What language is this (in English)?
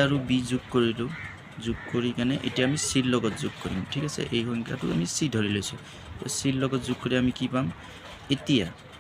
Assamese